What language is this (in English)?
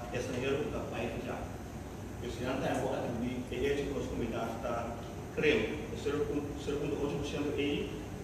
Papiamento